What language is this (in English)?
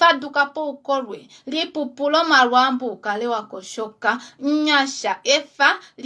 Kuanyama